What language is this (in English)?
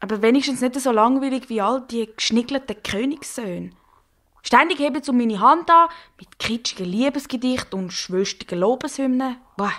Swiss German